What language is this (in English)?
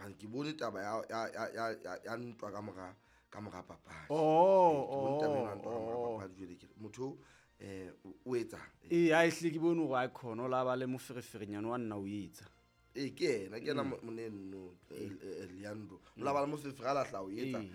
Southern Sotho